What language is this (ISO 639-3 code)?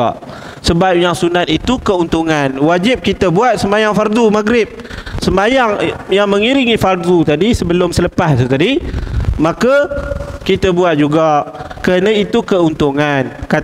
msa